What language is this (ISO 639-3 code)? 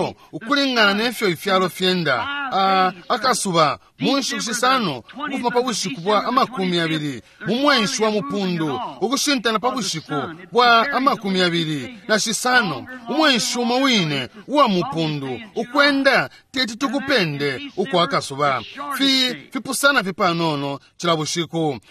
bem